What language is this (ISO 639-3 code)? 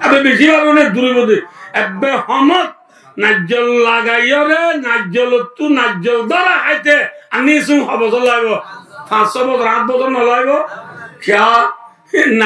rhg